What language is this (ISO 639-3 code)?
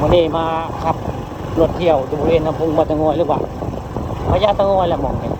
tts